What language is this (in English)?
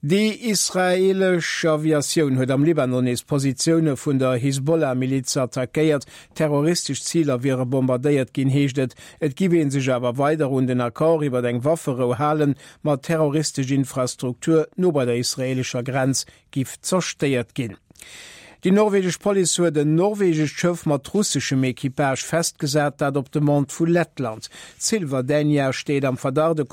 Luxembourgish